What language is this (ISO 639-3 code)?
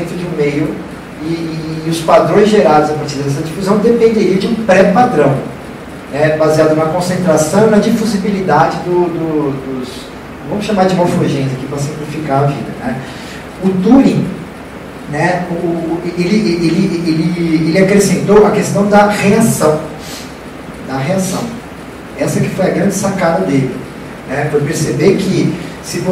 por